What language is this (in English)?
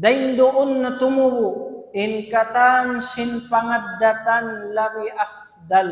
Tausug